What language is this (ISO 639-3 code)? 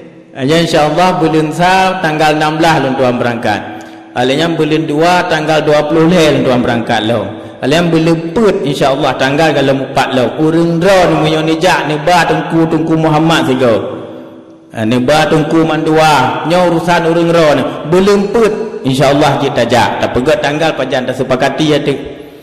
ace